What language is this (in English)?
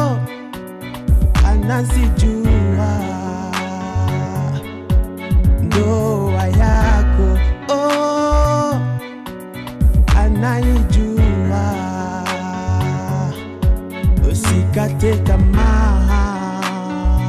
Swahili